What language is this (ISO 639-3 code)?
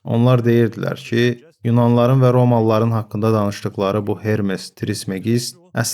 aze